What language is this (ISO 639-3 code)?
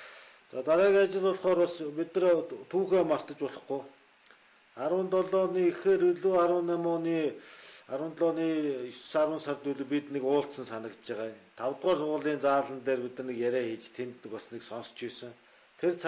mon